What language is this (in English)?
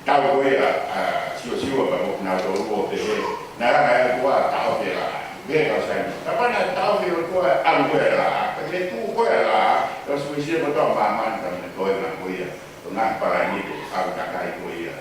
Tongan